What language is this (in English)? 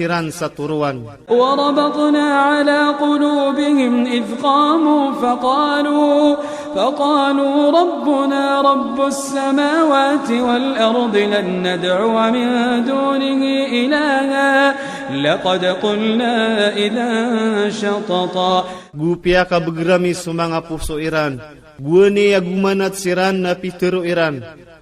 Iranun (Philippines)